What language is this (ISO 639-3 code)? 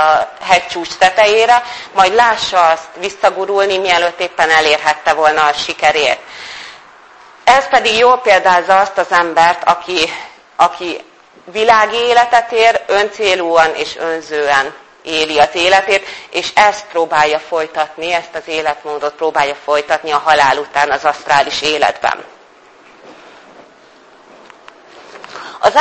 hun